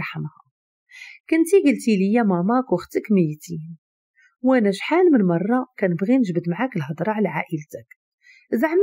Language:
Moroccan Arabic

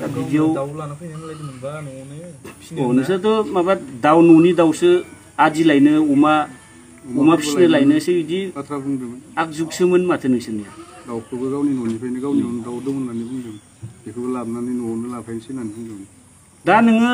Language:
Bodo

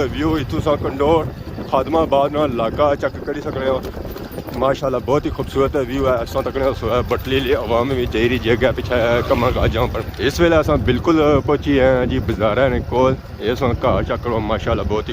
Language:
Pahari-Potwari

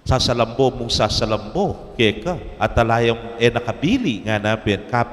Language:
Pampanga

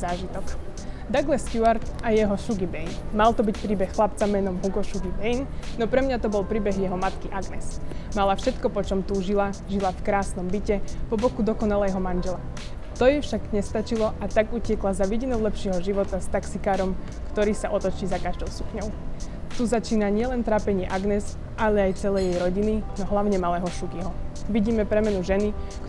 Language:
Slovak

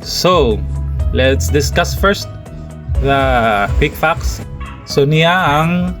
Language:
Cebuano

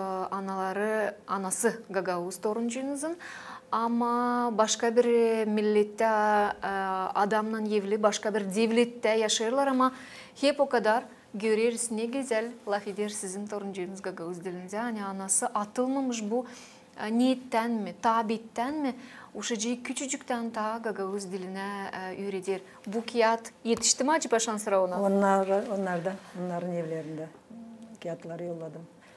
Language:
Gagauz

